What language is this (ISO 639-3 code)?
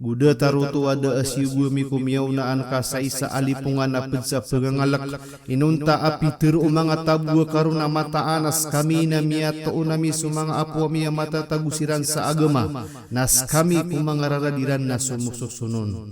mrw